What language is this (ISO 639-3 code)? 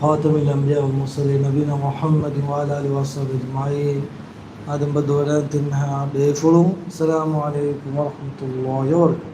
div